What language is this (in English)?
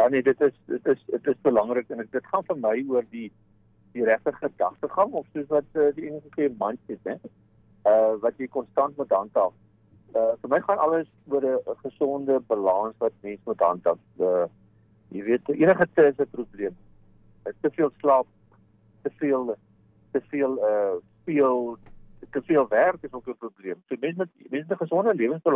Afrikaans